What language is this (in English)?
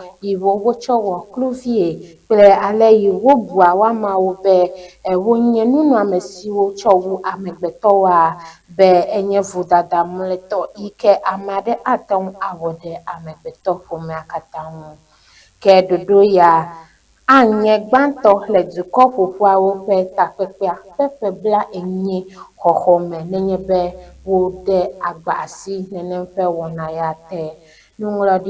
Ewe